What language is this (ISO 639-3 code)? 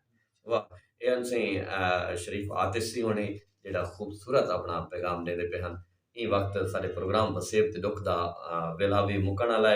skr